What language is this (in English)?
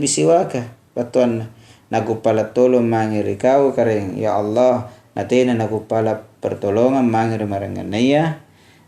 Makasar